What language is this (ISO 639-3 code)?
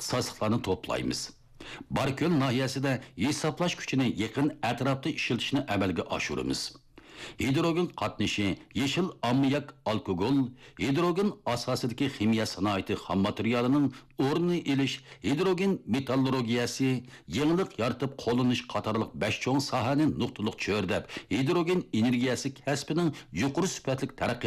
uig